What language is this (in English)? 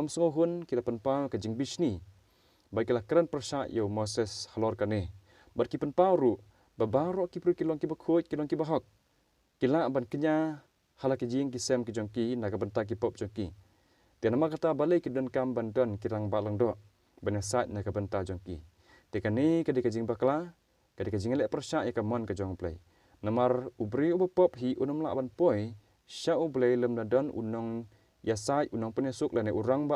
Khasi